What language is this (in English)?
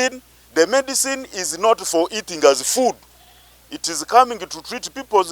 Nyankole